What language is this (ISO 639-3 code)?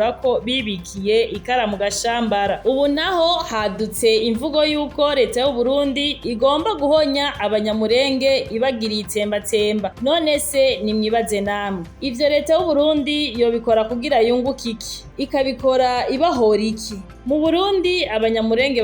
run